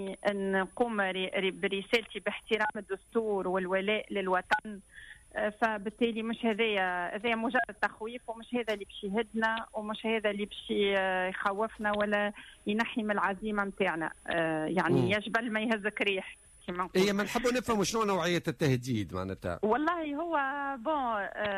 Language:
Tunisian Arabic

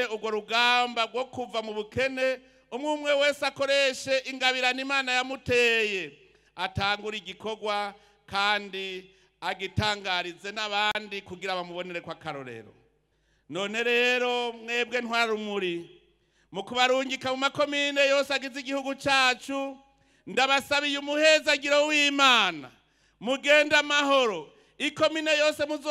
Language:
Rundi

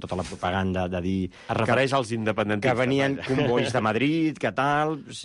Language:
Catalan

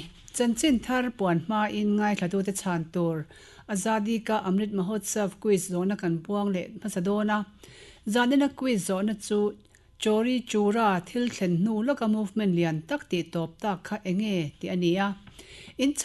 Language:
Mizo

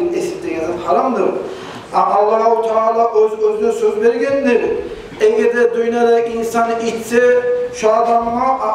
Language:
Kumyk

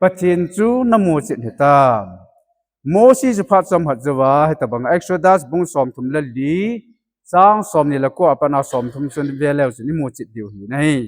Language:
Thado Chin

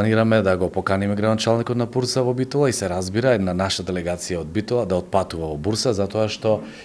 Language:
Macedonian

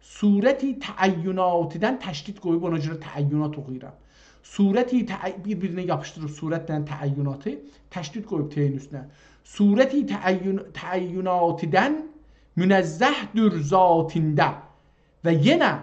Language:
South Azerbaijani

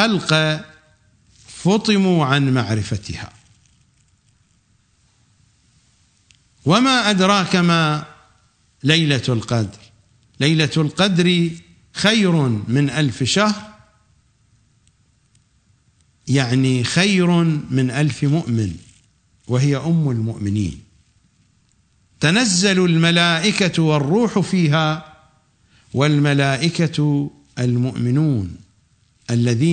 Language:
Arabic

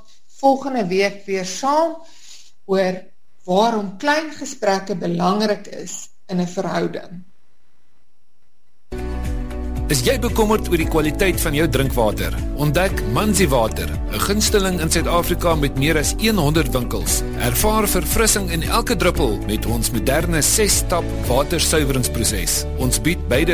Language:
Afrikaans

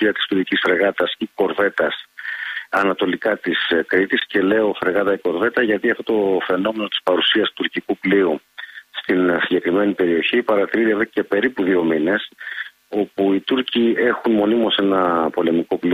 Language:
Greek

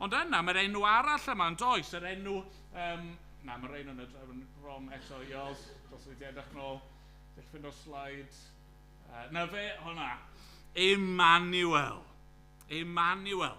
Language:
Welsh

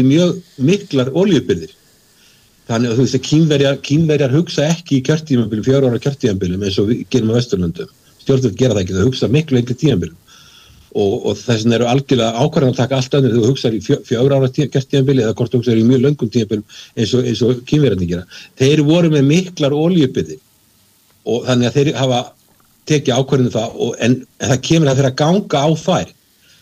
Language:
Icelandic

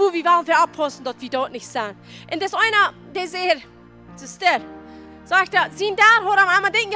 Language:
Plautdietsch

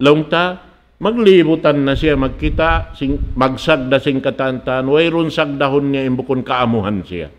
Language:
Tausug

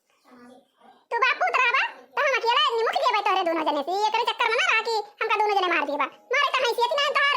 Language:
Awadhi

